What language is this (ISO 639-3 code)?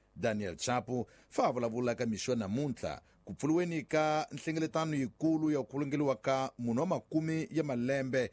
tso